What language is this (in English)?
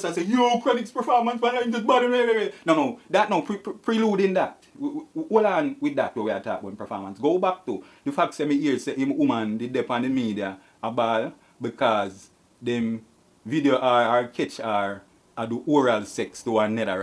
Jamaican Creole English